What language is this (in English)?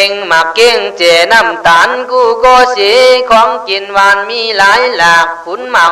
Khün